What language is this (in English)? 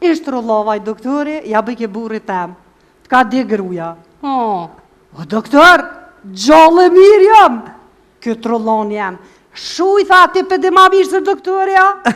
Albanian